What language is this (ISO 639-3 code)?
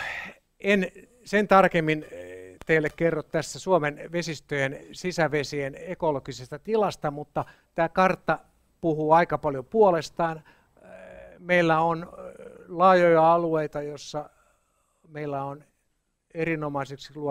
fin